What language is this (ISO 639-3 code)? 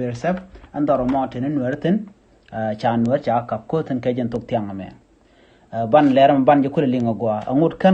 nus